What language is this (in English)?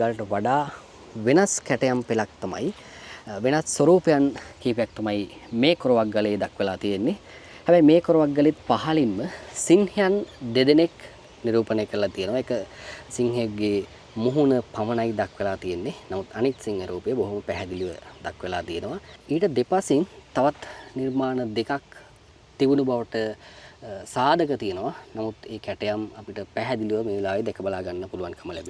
Sinhala